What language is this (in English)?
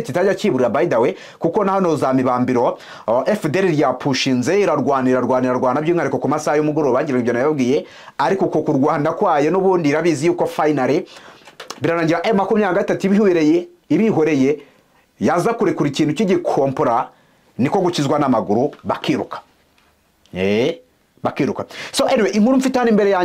Kinyarwanda